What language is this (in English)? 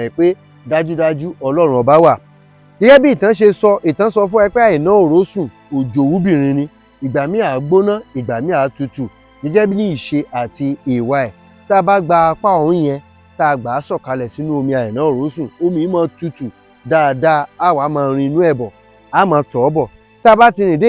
Yoruba